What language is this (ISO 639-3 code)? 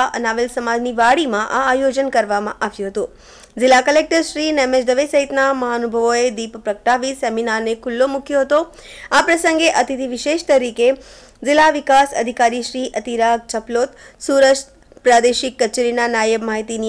guj